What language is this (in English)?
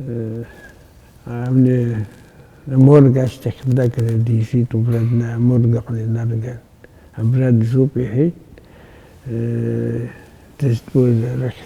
Abkhazian